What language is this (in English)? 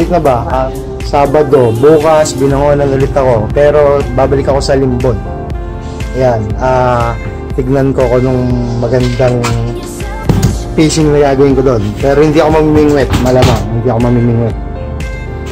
Filipino